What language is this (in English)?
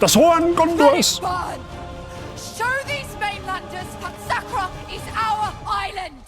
Bavarian